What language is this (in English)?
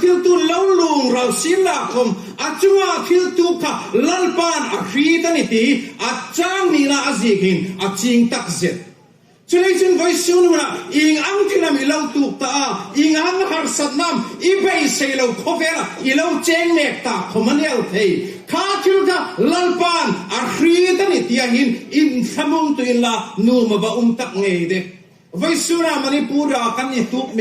Hmar